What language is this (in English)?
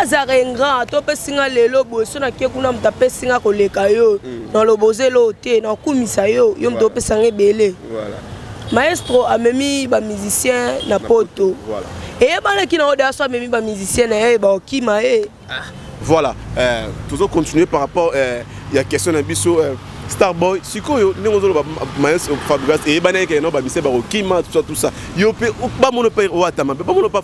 Lingala